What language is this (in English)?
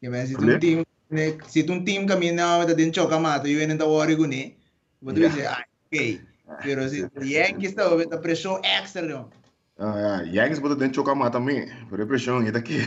Papiamento